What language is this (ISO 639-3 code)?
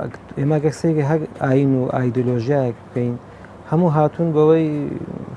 ckb